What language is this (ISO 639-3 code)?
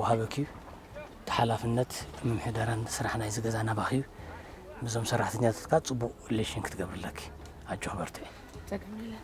tir